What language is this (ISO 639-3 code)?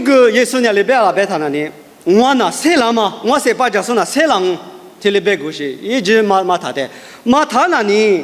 lis